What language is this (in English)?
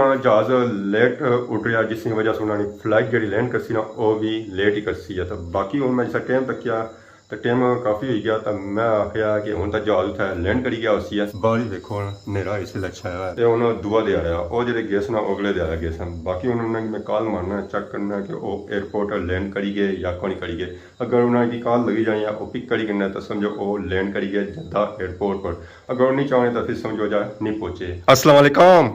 Pahari-Potwari